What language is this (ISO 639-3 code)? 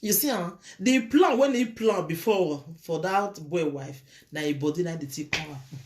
pcm